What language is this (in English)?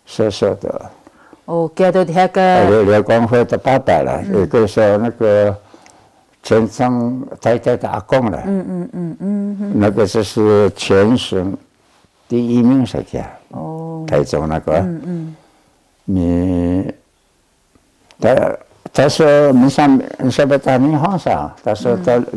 Taroko